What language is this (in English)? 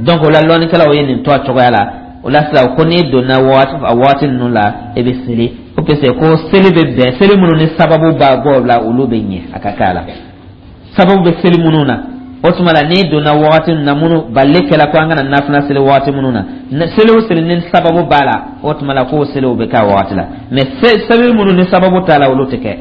Dyula